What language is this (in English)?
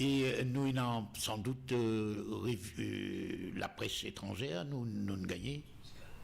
Morisyen